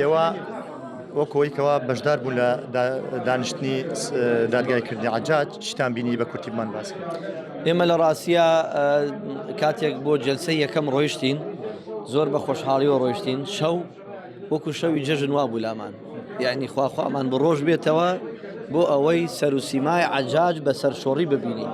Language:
Central Kurdish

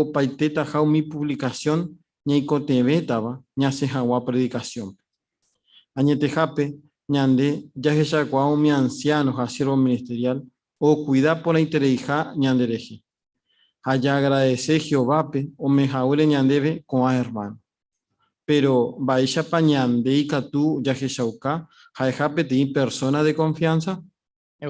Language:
Guarani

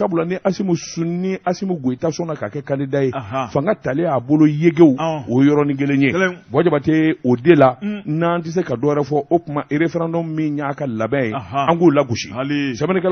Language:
Bambara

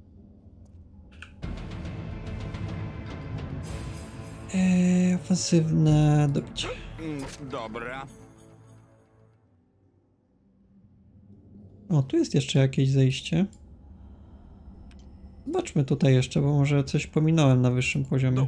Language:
Polish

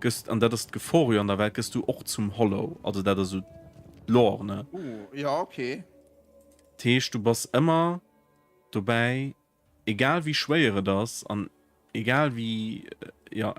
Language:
Luxembourgish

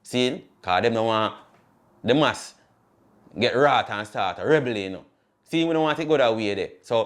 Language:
Jamaican Creole English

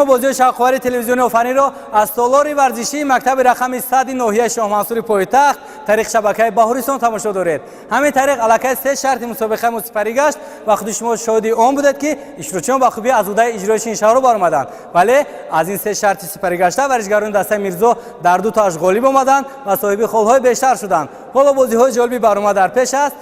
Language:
Tajik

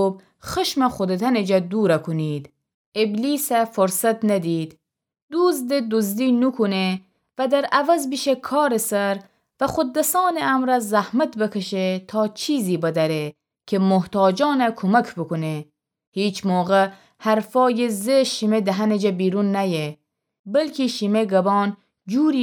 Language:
Gilaki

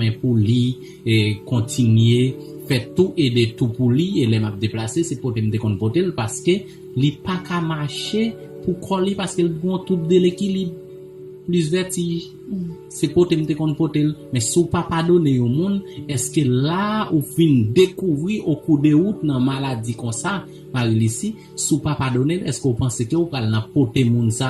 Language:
Haitian Creole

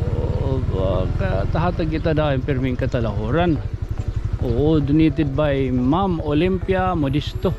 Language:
Waray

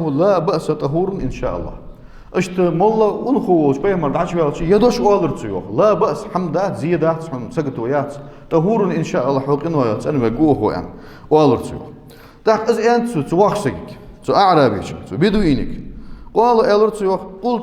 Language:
Ingush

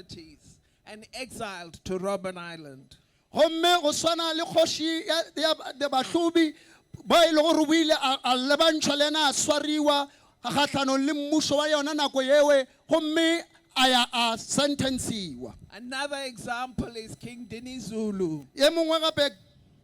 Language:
Northern Sotho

